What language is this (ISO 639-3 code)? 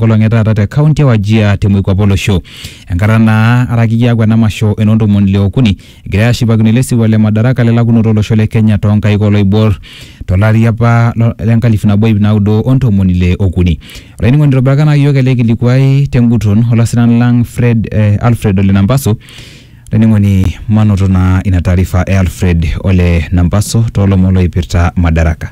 mas